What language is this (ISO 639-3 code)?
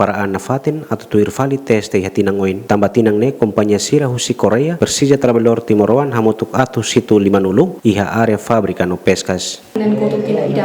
tet